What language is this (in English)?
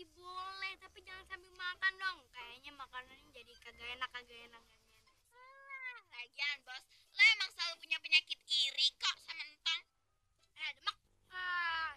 Betawi